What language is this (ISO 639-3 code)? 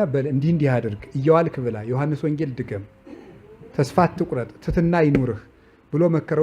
amh